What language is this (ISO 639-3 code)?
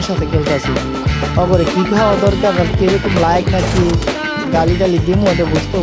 ben